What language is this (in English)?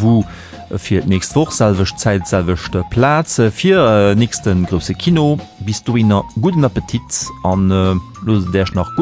Luxembourgish